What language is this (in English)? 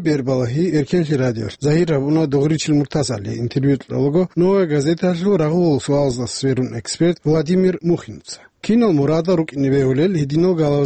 Avaric